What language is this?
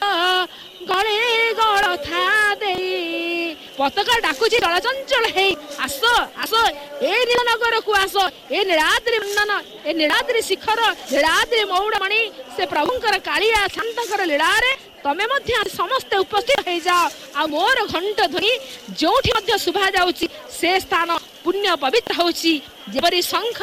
Odia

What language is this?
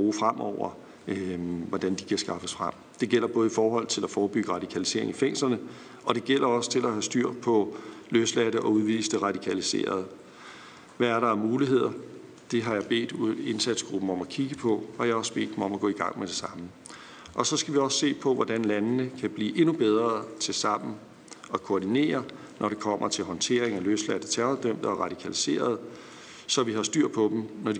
Danish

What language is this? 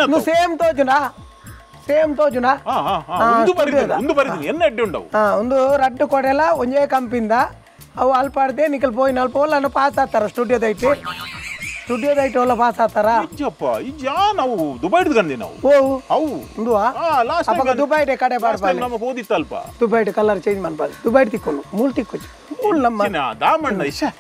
Tulu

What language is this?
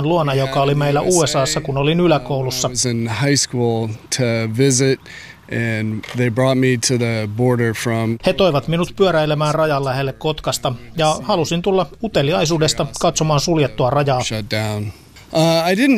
Finnish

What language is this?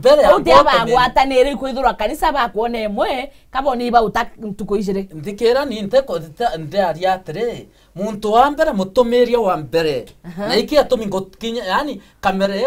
Meru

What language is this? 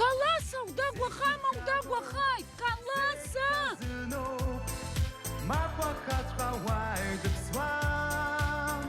Abkhazian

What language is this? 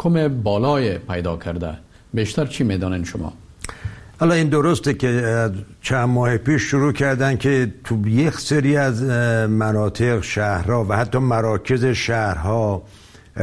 Persian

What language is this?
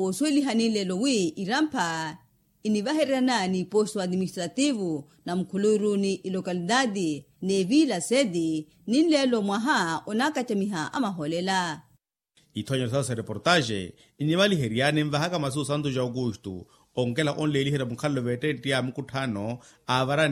Makhuwa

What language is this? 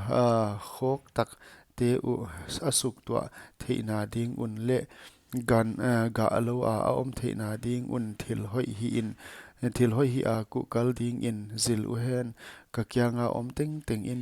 Paite Chin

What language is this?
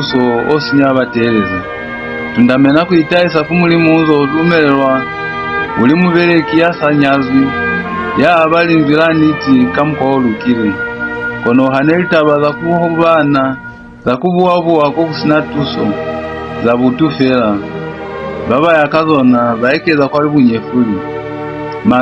Lozi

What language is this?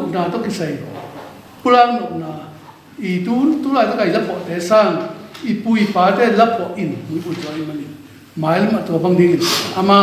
Tedim Chin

